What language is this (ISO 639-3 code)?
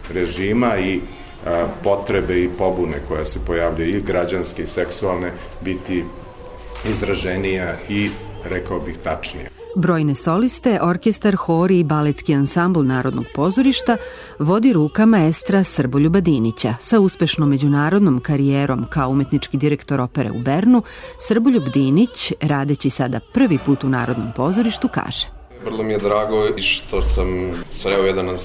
srp